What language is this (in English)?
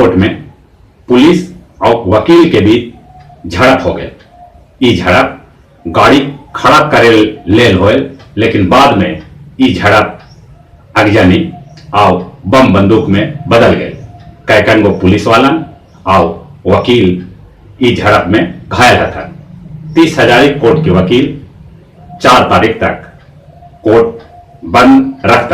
Magahi